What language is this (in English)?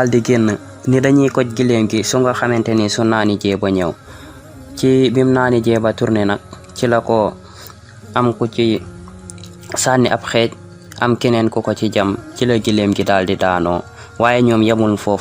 Wolof